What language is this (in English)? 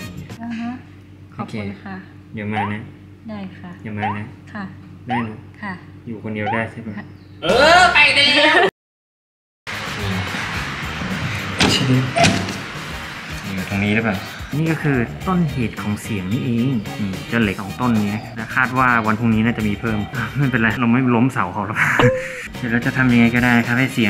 Thai